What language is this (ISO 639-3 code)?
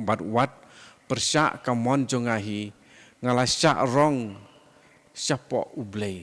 kha